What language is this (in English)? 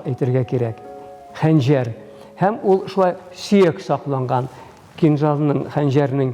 Tatar